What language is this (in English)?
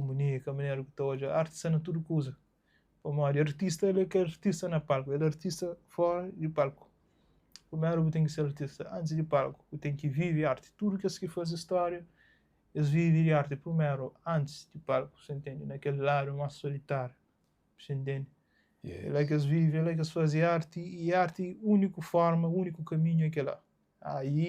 Kabuverdianu